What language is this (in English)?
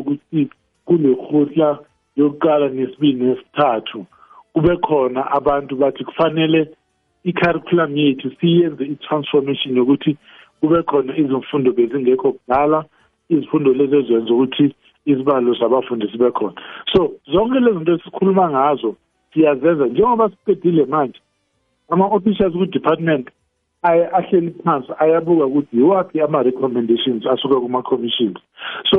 South Ndebele